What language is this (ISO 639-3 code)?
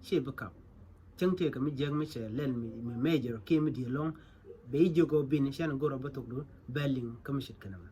nus